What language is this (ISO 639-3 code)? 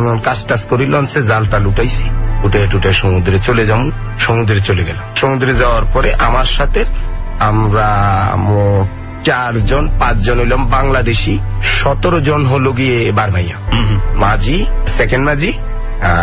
ben